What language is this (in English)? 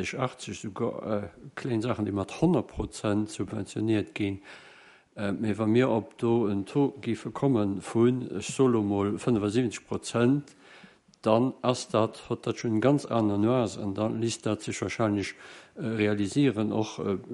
Luxembourgish